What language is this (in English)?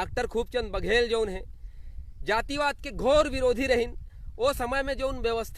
Chhattisgarhi